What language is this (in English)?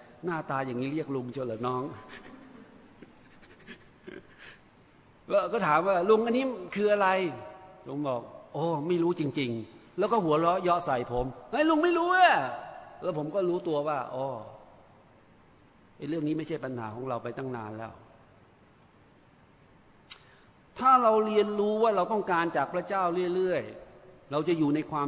Thai